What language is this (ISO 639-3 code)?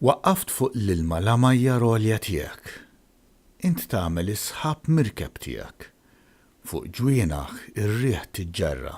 mlt